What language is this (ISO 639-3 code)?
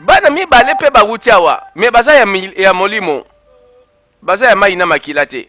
lin